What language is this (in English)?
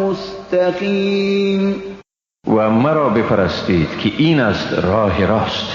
Persian